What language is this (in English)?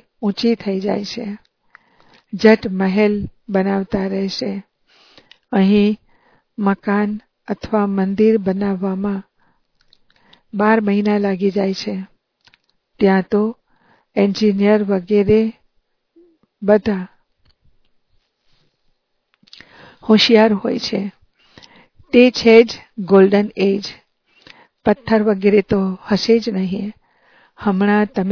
Gujarati